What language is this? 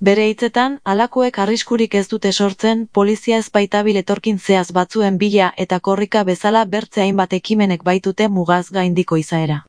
Basque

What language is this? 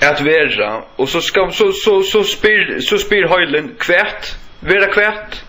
Faroese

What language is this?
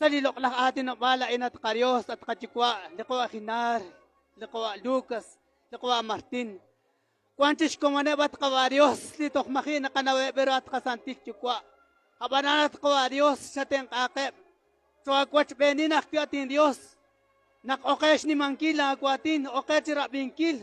Kekchí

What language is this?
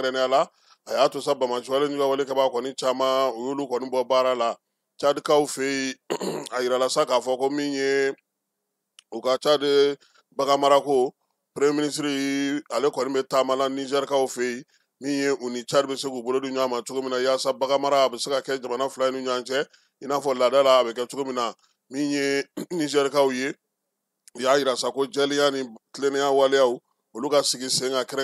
Bambara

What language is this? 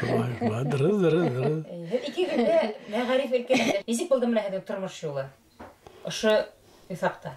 Bashkir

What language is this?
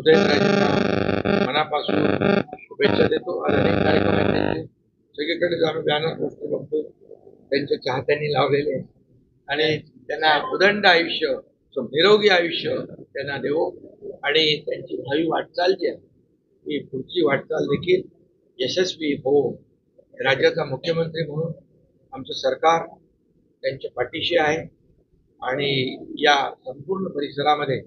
Marathi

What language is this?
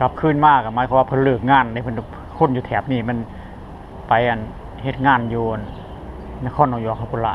Lao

